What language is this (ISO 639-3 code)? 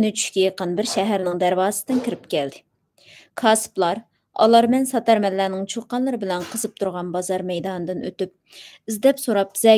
uig